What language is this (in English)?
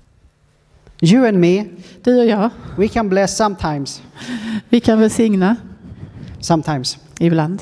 Swedish